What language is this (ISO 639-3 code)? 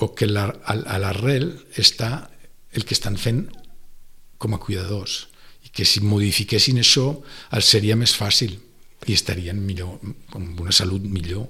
cat